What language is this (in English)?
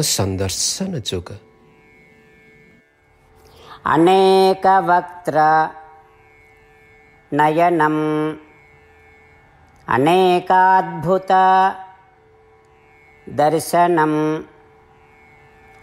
Odia